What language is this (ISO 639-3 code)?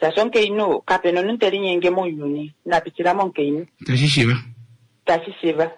kua